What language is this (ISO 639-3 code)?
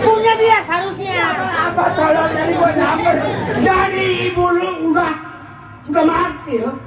bew